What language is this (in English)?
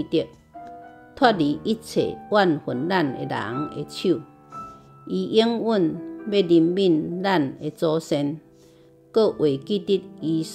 Min Nan Chinese